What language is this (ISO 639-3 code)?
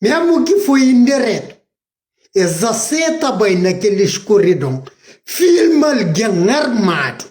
kea